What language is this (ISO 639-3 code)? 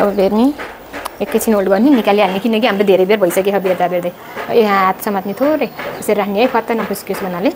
nep